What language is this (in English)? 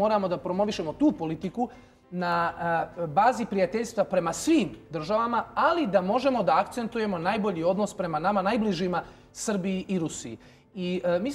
Serbian